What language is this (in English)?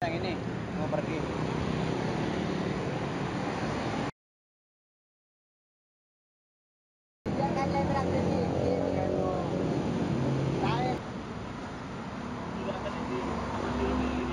Indonesian